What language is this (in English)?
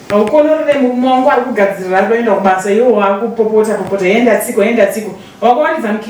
Shona